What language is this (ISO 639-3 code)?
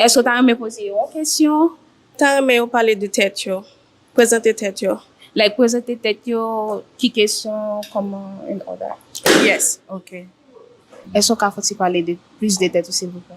hat